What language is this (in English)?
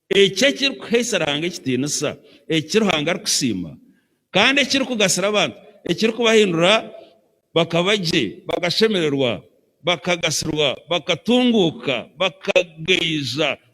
Nyankole